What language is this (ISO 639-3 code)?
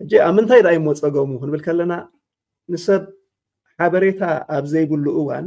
tir